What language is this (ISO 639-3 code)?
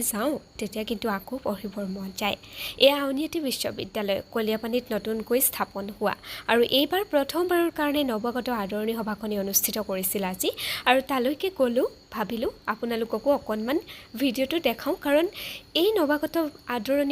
asm